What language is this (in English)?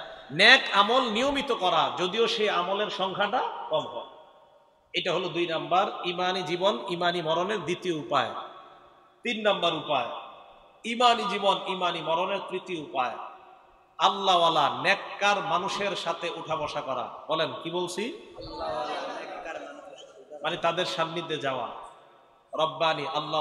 Bangla